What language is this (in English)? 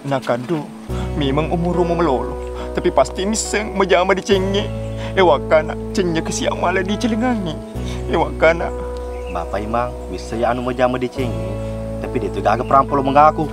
Buginese